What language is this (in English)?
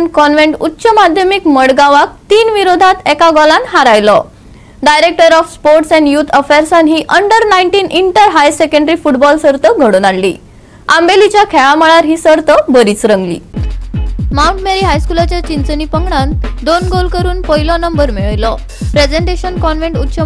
Konkani